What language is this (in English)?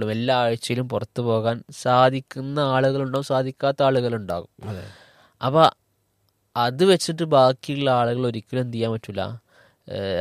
Malayalam